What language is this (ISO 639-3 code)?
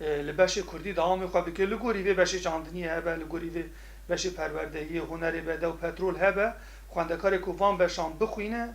kur